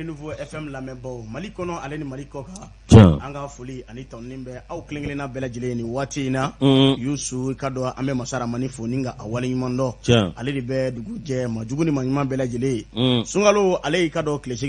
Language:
Bambara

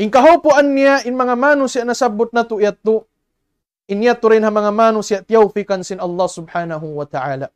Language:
Tausug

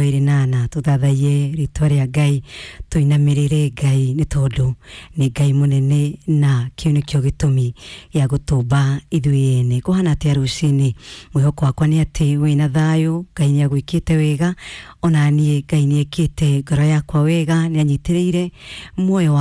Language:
Kikuyu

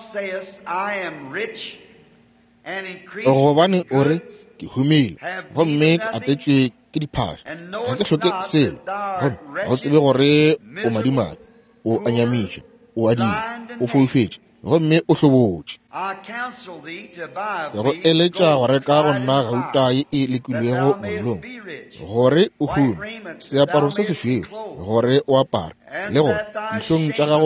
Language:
Northern Sotho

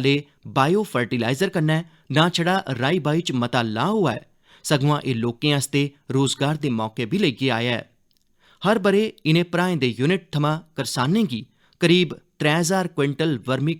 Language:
Dogri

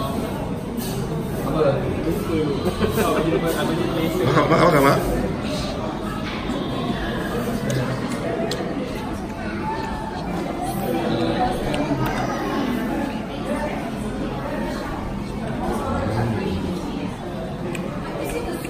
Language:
Malay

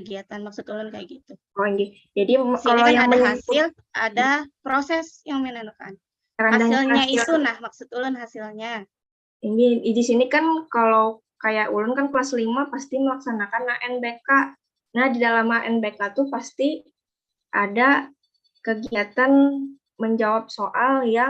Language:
Banjar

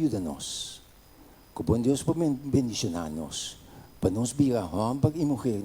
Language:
Papiamento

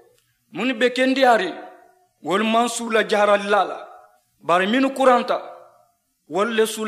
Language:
Mandingo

